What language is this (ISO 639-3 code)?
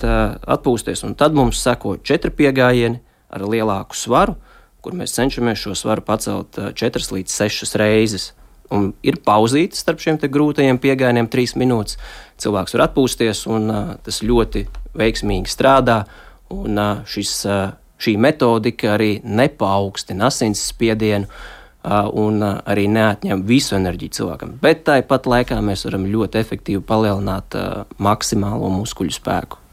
lav